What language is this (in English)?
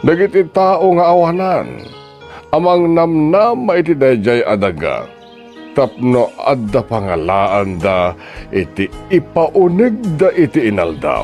Iloko